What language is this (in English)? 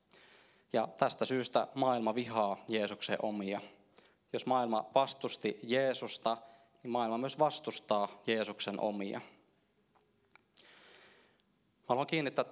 Finnish